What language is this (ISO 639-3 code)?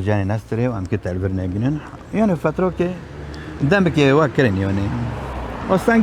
kur